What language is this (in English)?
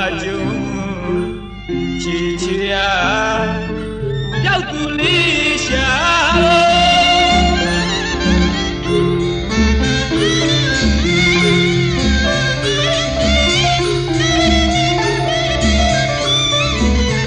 Burmese